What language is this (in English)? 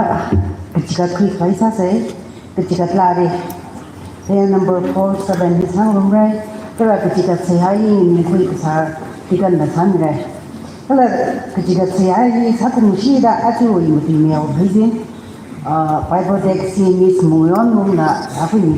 Tangkhul Naga (India)